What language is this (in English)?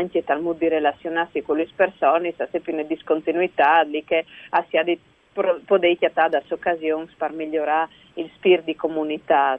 Friulian